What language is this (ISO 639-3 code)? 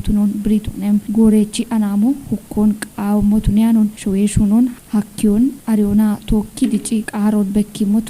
kbr